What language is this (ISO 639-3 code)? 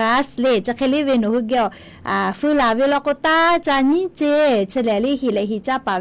lhu